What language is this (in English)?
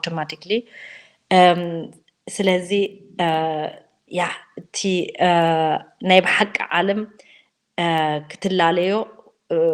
Tigrinya